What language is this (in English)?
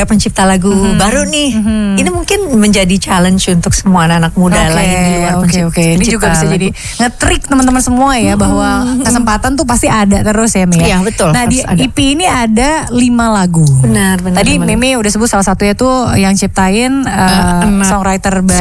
Indonesian